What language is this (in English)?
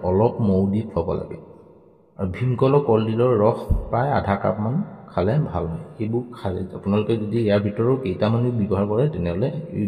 Assamese